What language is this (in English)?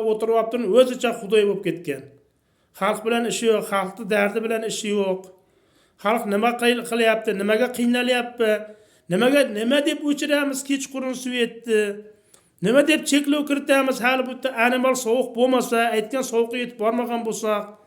Uzbek